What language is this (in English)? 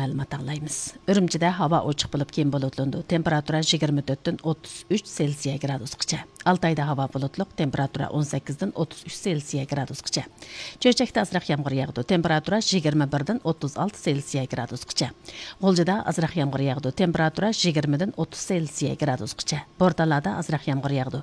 Uyghur